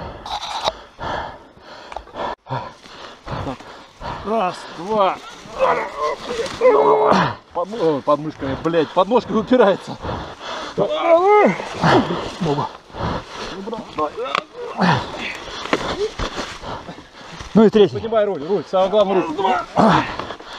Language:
Russian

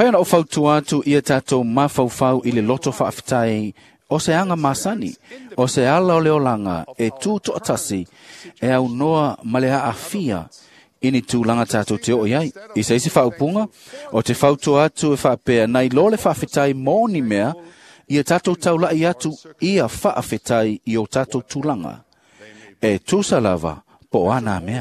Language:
Samoan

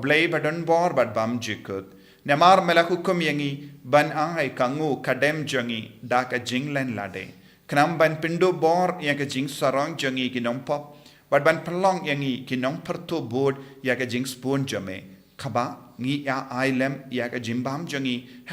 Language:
Khasi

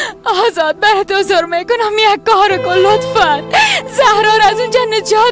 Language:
Persian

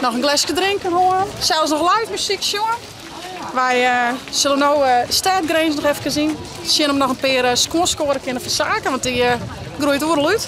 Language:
Western Frisian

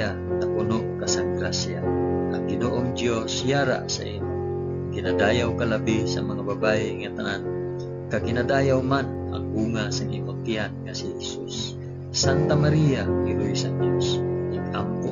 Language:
Hiligaynon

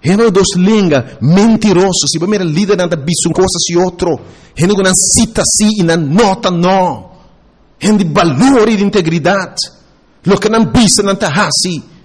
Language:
Papiamento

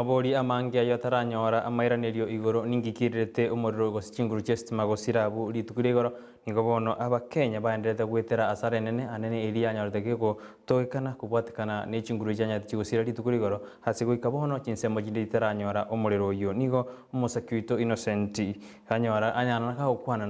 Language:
Gusii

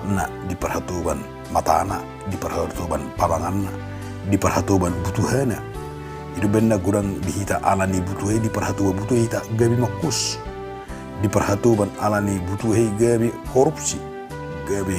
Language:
Batak Toba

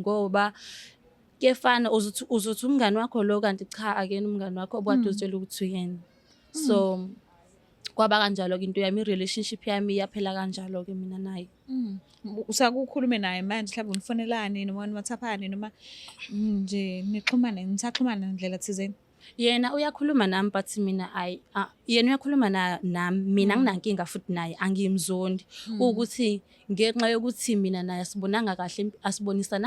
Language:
Zulu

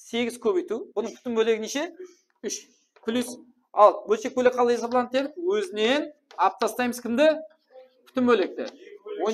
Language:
Kara-Kalpak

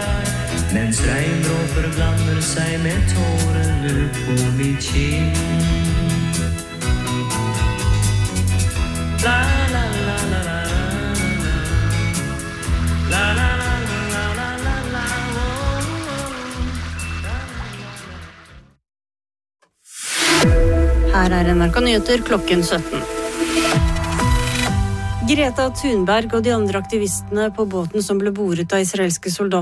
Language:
Norwegian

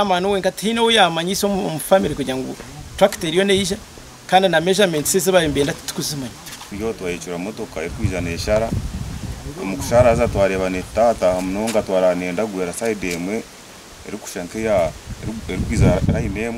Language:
Nyankole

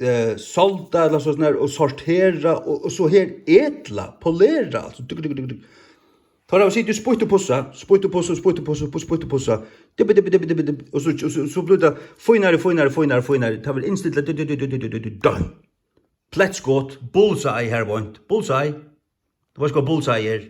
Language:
Faroese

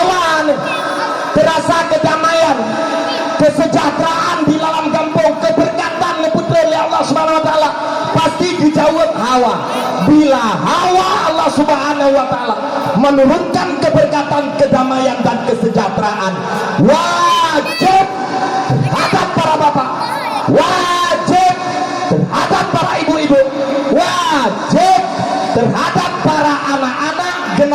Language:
Achinese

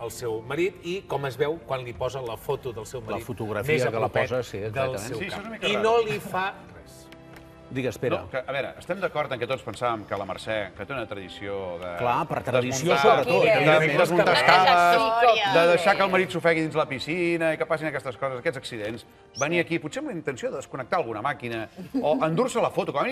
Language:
Catalan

